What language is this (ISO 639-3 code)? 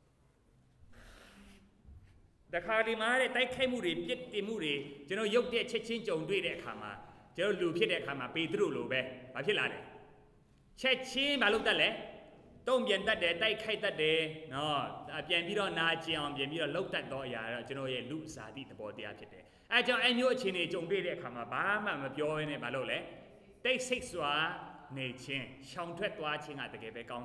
mya